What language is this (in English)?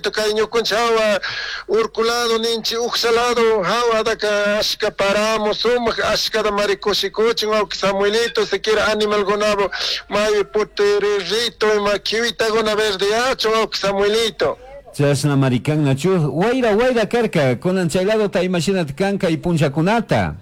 Chimborazo Highland Quichua